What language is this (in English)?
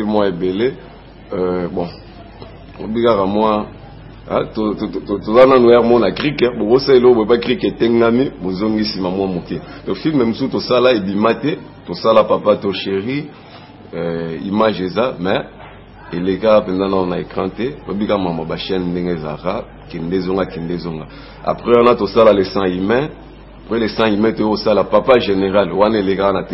Lingala